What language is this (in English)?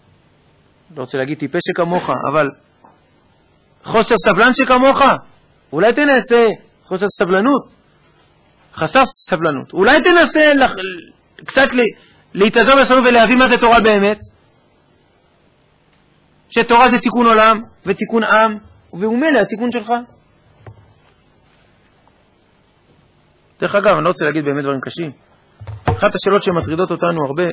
Hebrew